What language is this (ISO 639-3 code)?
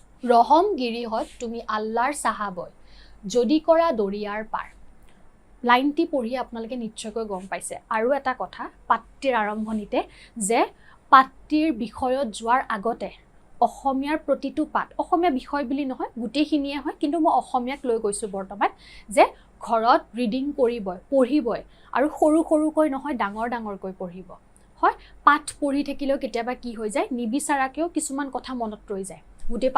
asm